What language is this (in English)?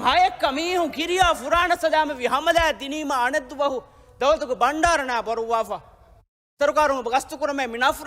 Divehi